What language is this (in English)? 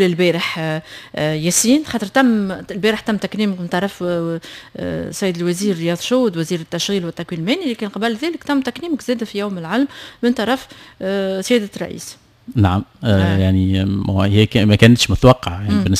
Tunisian Arabic